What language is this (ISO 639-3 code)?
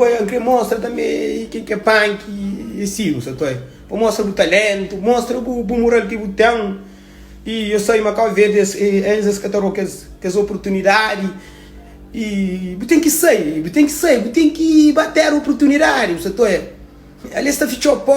kea